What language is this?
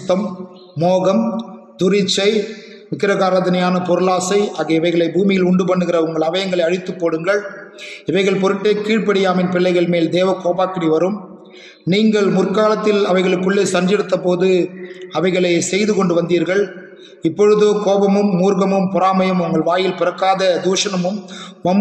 Tamil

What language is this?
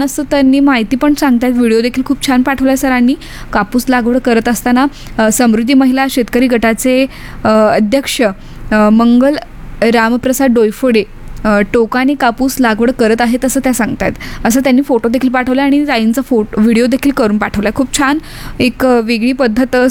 Marathi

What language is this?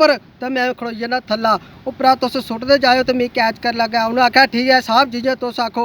Dogri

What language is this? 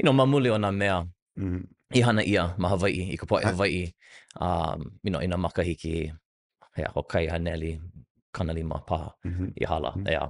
Hawaiian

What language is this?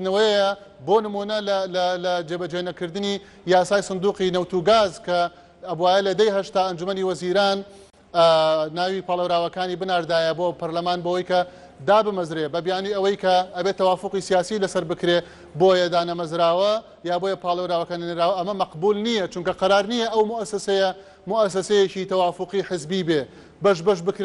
Central Kurdish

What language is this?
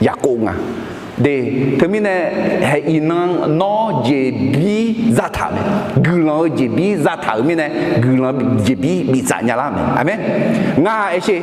Akha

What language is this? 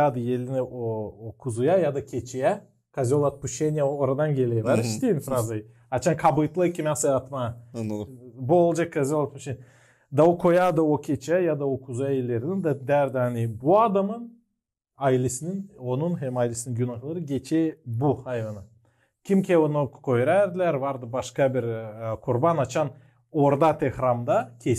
Gagauz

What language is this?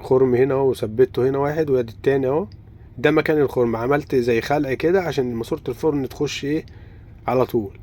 Egyptian Arabic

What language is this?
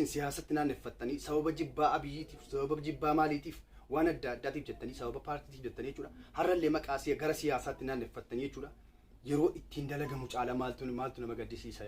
Oromo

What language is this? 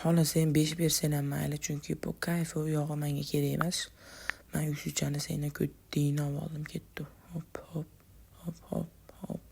Uzbek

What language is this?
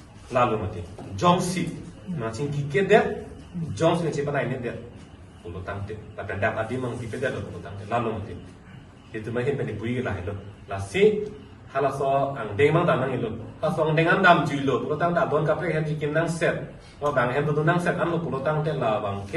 Karbi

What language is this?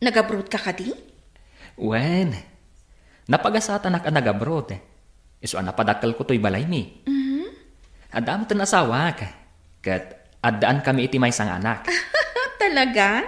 Iloko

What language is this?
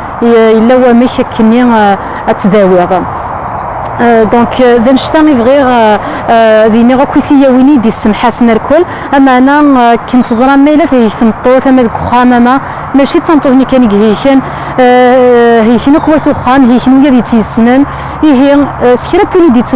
Kabyle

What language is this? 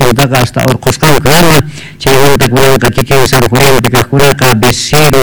Quechua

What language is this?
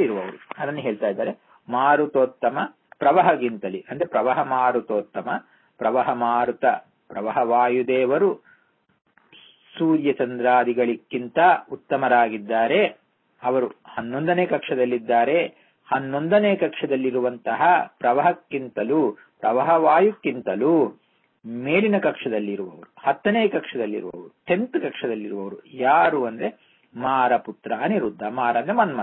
Kannada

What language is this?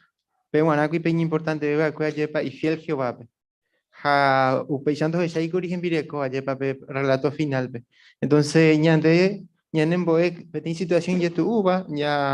Guarani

